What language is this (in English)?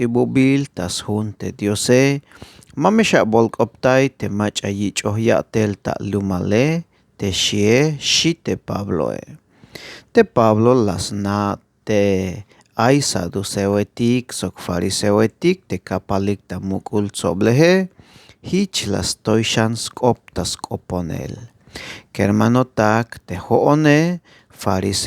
Tzeltal